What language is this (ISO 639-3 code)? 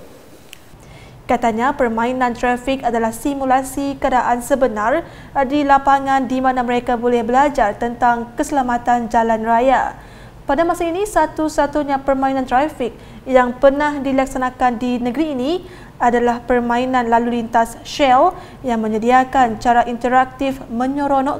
msa